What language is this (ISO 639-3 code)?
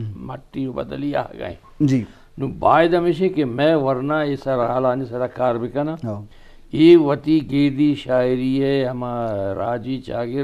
bgp